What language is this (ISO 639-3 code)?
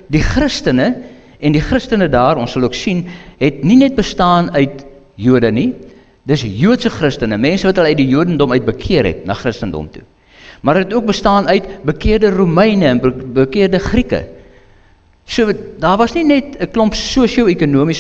afr